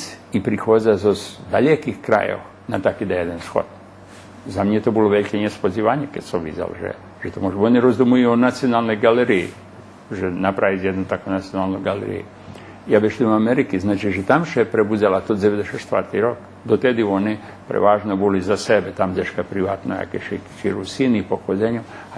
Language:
Rusyn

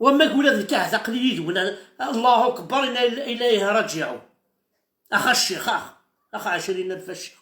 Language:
Kabyle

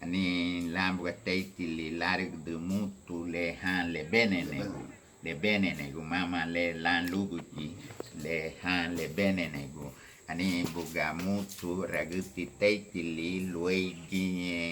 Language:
Garifuna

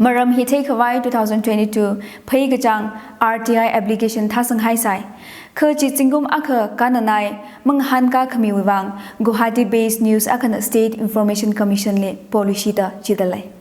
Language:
Tangkhul Naga (India)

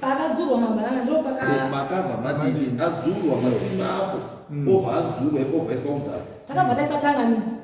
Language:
Shona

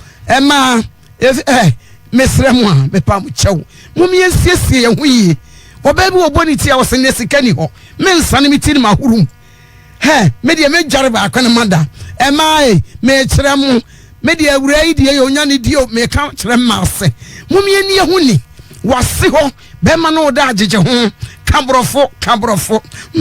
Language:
Akan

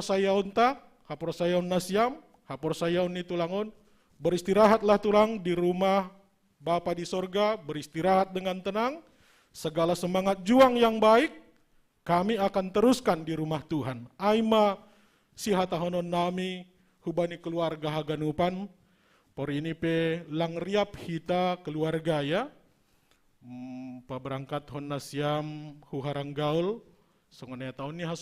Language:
Batak Simalungun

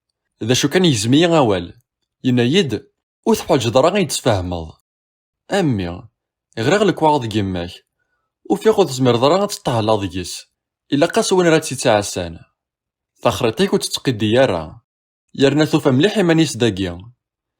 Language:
Kabyle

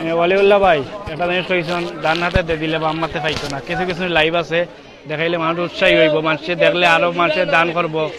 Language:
Sylheti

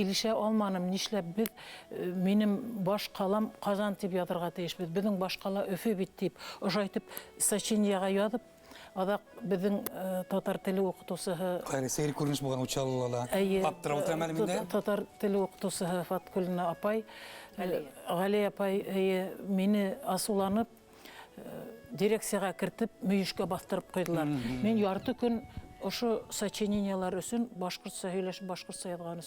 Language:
Bashkir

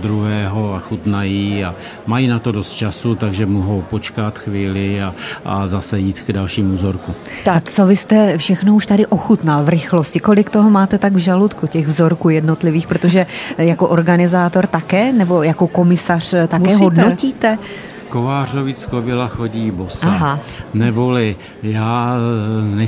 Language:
Czech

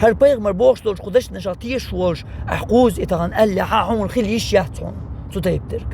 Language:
Chechen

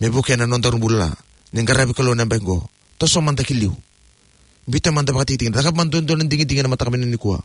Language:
Fijian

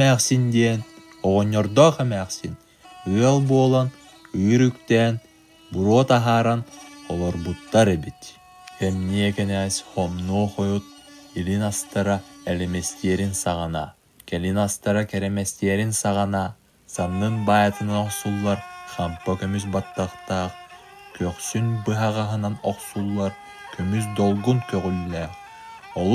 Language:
Yakut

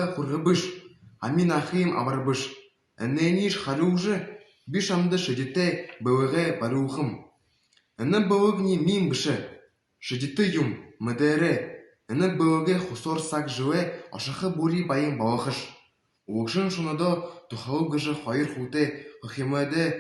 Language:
Buriat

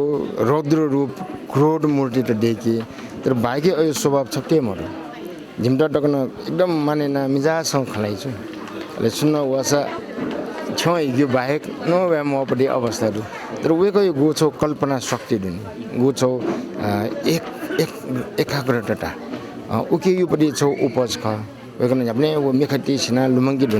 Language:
Newari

